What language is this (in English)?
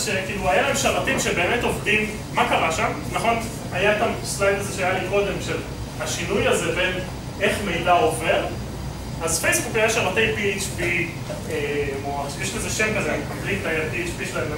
Hebrew